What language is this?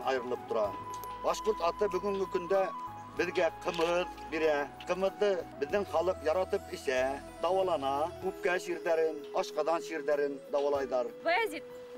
Bashkir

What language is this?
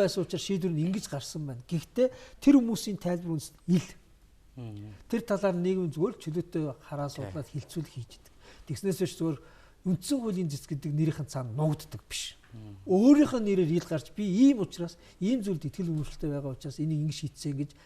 Mongolian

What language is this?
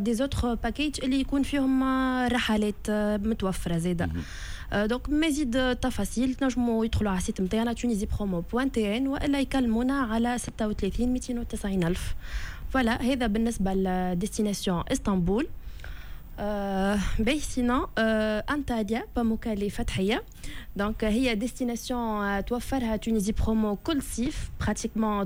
Tunisian Arabic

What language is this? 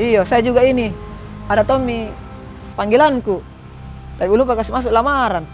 Makassar Malay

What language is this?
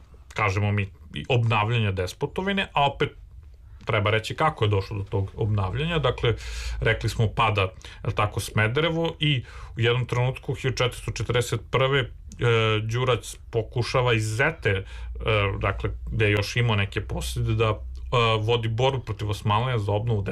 Serbian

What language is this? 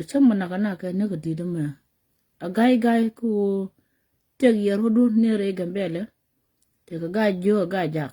Nuer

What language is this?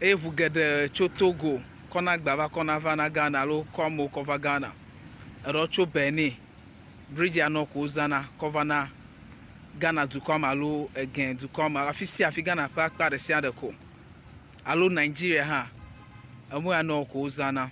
Ewe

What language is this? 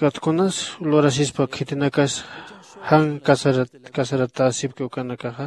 Aymara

